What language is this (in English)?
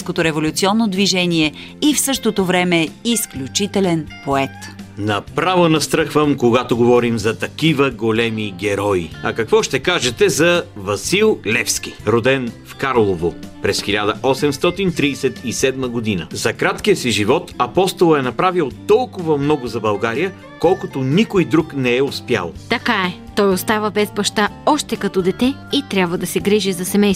Bulgarian